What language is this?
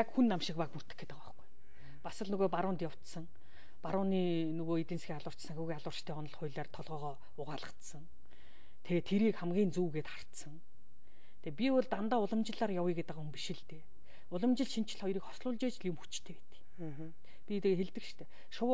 Mongolian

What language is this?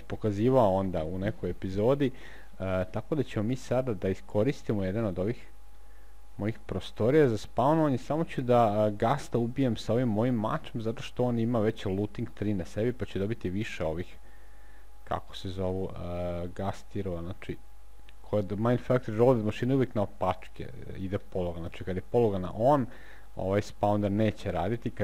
Serbian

